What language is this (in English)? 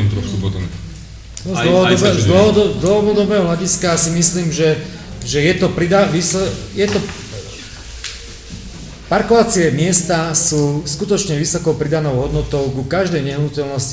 Slovak